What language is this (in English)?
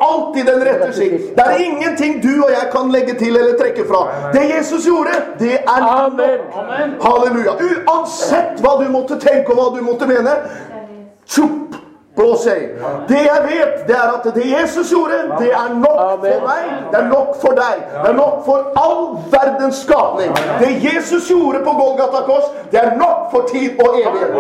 Norwegian